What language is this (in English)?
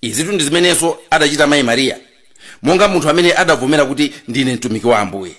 Nyanja